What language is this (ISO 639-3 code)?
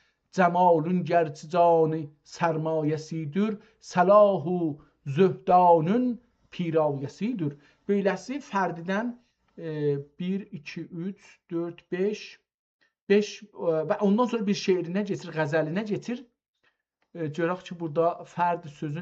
azb